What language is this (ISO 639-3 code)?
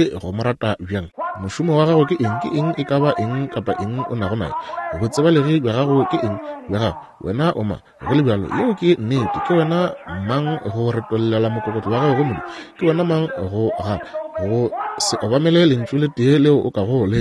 nso